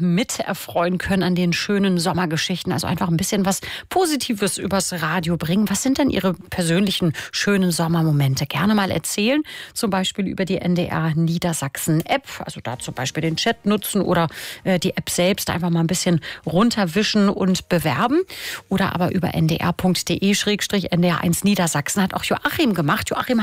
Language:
German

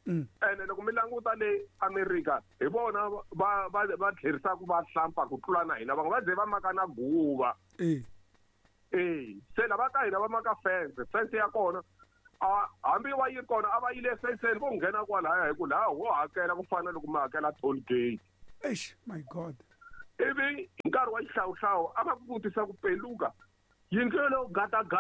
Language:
Tsonga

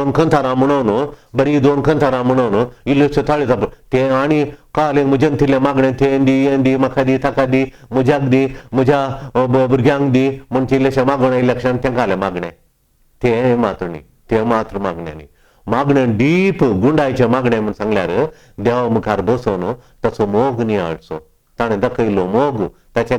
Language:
Konkani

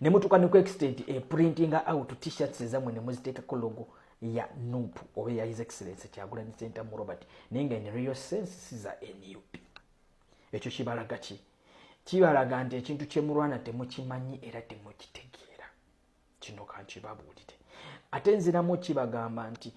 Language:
Ganda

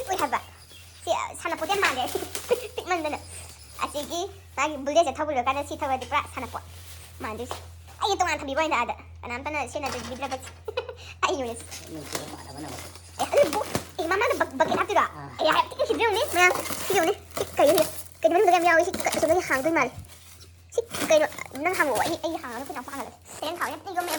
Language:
Manipuri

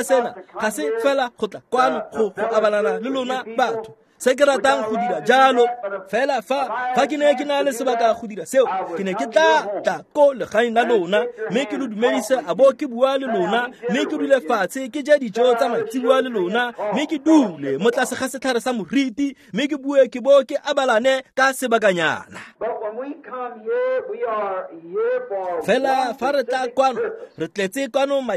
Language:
Tswana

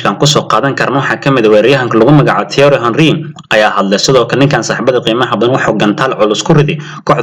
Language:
Somali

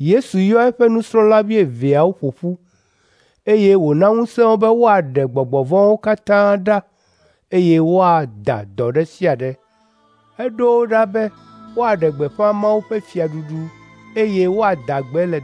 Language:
Ewe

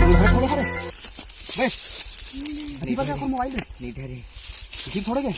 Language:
Chhattisgarhi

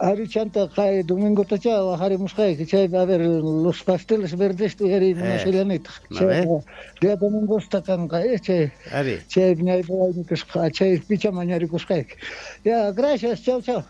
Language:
Quechua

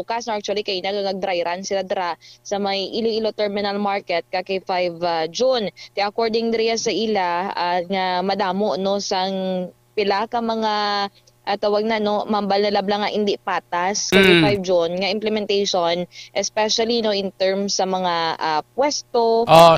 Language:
Hiligaynon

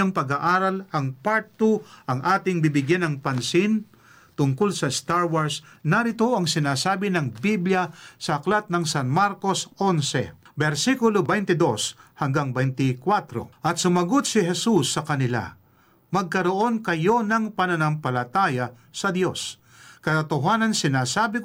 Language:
Filipino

